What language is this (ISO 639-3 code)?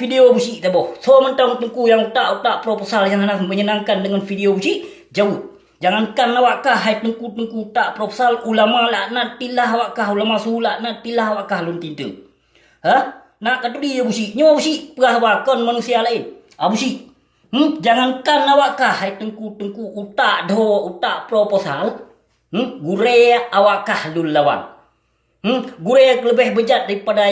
ace